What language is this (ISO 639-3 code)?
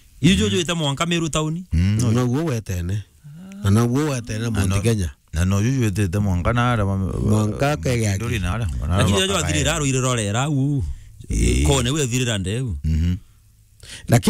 mer